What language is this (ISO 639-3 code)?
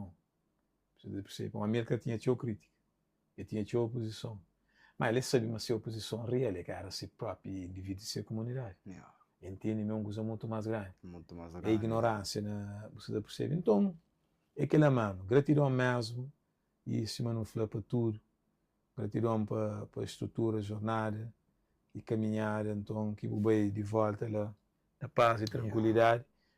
kea